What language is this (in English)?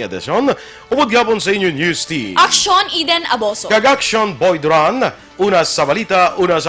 Hiligaynon